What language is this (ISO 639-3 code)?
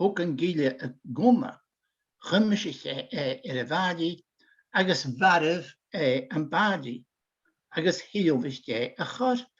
gla